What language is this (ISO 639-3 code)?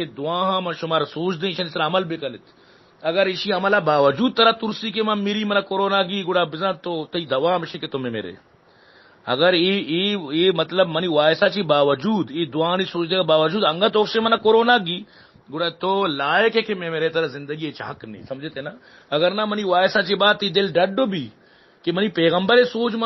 bal